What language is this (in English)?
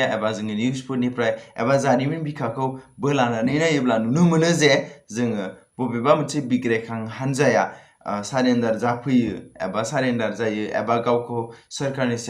Bodo